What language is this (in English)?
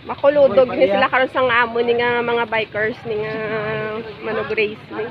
Hiligaynon